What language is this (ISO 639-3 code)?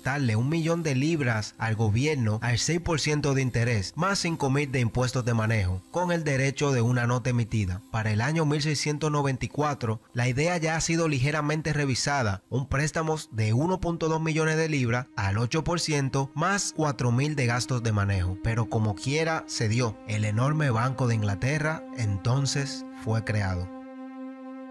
spa